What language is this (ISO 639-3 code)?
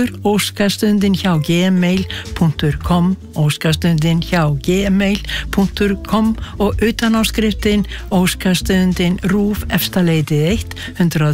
isl